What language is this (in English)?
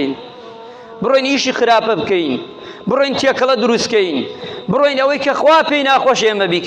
Central Kurdish